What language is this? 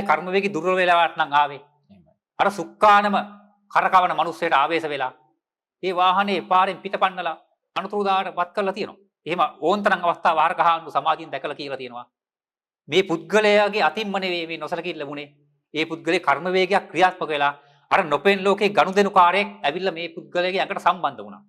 Sinhala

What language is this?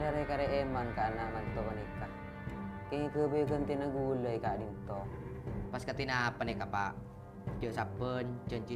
Madurese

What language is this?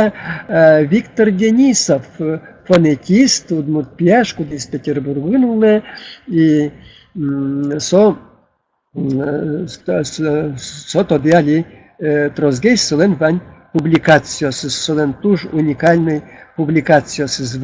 Udmurt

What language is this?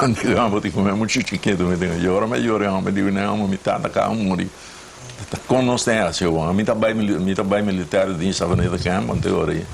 Papiamento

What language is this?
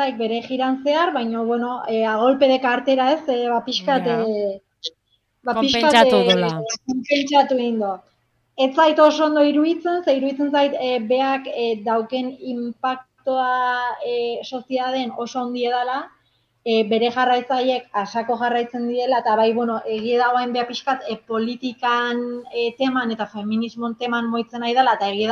Basque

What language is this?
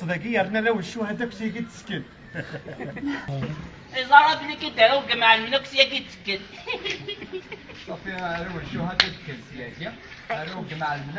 Kabyle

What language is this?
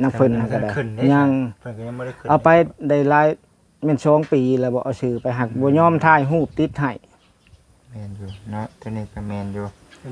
Northeastern Thai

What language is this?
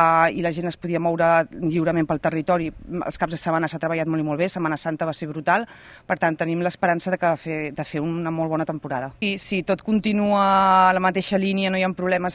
Catalan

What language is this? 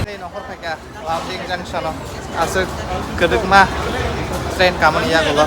Kok Borok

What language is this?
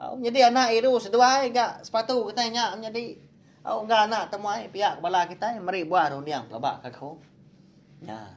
Iban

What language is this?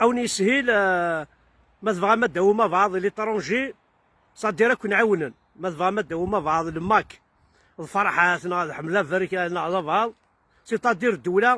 Kabyle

